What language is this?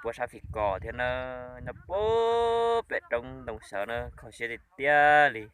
Hmong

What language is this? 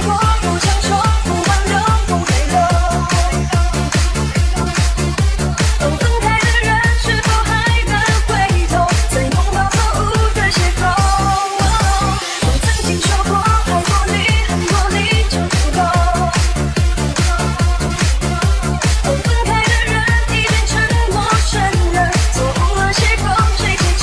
Chinese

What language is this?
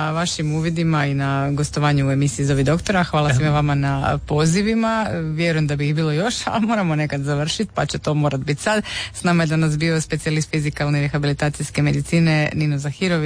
Croatian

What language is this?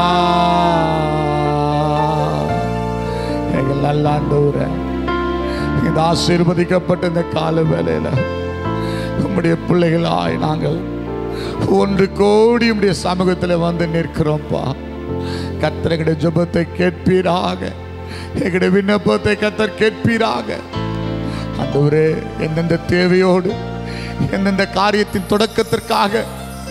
Tamil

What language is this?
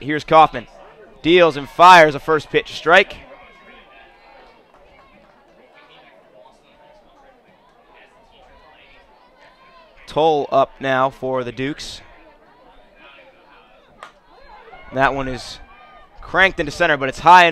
English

